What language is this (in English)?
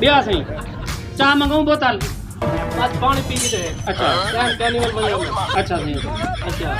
Saraiki